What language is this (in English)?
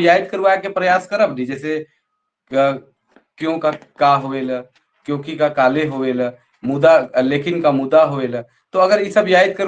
Sadri